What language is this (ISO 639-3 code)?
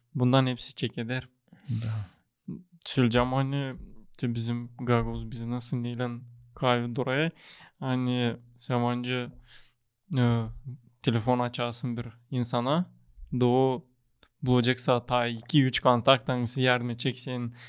gag